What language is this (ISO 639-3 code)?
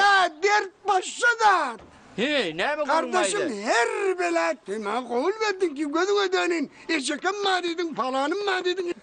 tuk